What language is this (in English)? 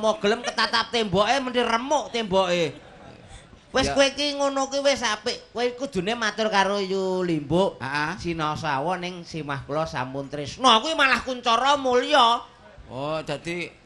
Javanese